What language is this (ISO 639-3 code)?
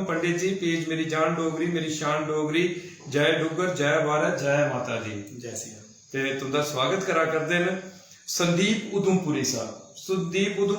doi